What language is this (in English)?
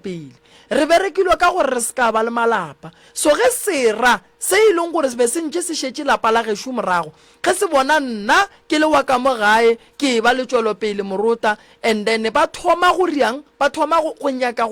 Northern Sotho